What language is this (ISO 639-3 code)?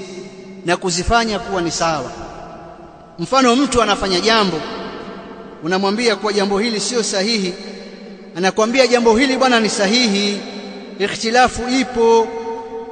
swa